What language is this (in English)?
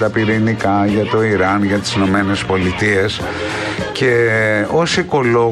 Greek